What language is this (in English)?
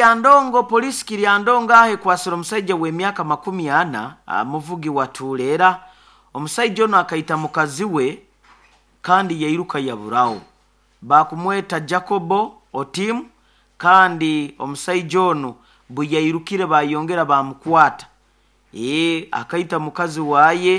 Nyoro